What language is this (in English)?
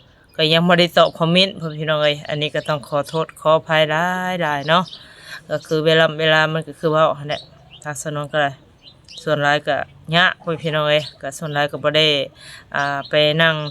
Northeastern Thai